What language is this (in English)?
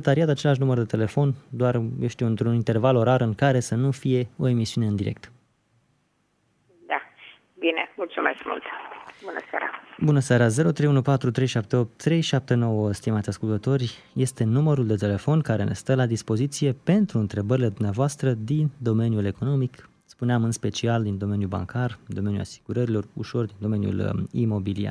Romanian